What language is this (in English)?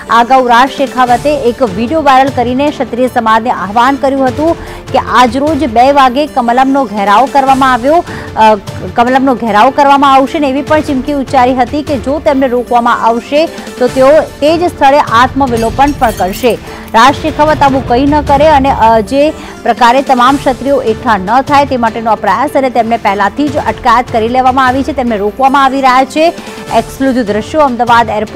Gujarati